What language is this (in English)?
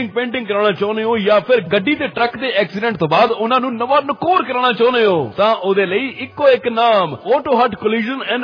Punjabi